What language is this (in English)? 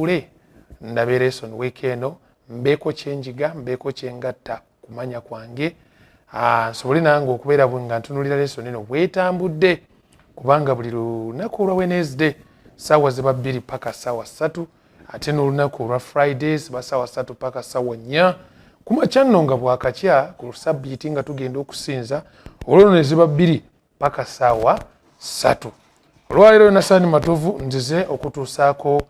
Ganda